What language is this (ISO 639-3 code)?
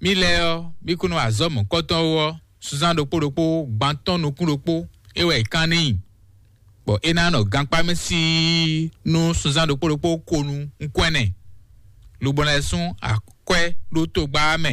fon